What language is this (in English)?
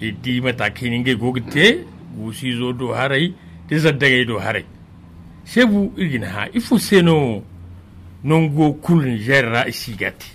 Zarma